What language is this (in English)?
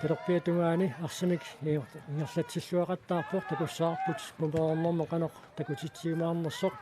Kalaallisut